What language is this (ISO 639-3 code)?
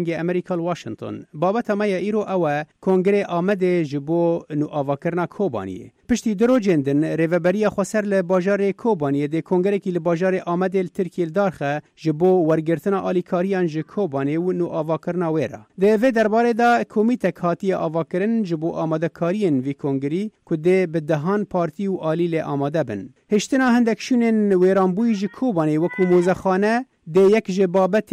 kur